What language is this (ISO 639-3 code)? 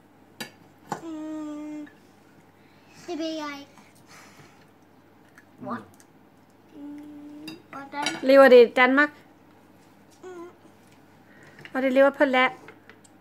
dan